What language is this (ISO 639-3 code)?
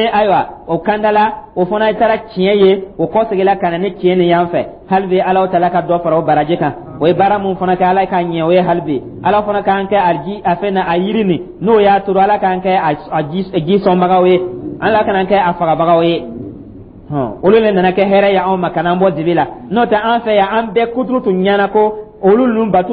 dyu